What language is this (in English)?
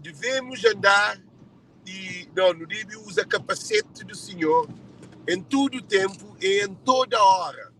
Kabuverdianu